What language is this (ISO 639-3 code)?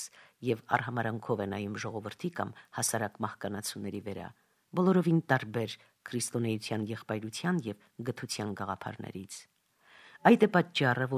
hye